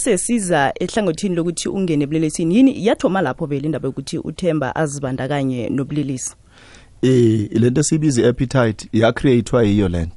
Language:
South Ndebele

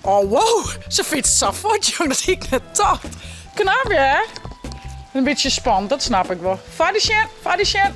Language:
Western Frisian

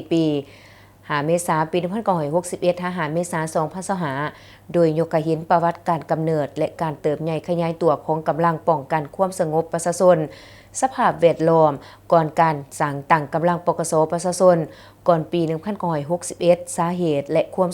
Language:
Lao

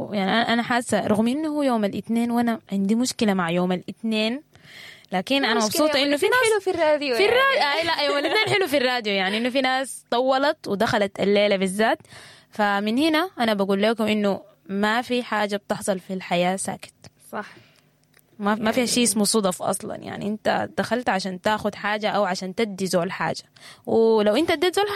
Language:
Sudanese Arabic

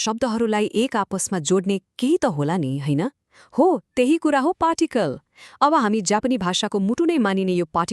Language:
Nepali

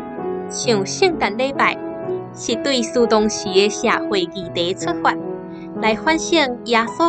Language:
Min Nan Chinese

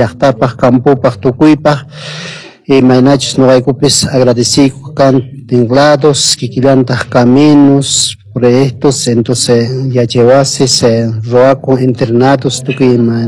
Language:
Quechua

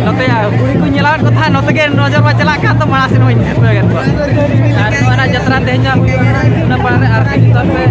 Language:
Santali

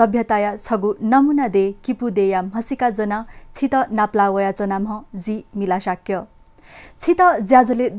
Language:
Newari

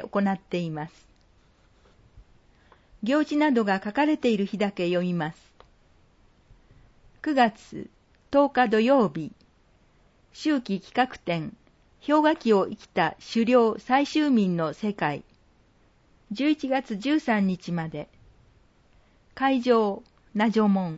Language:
Japanese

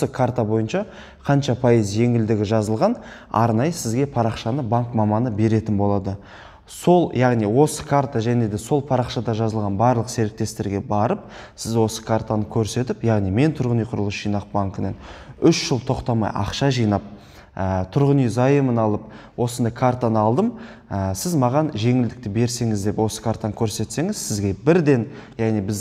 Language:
Kazakh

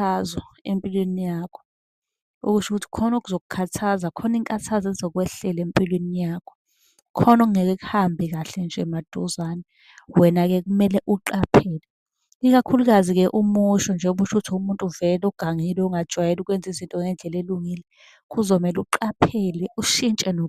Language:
Zulu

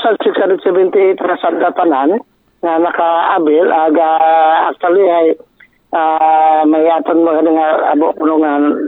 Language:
Aklanon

